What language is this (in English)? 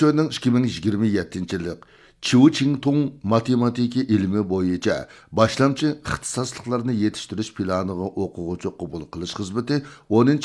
Uyghur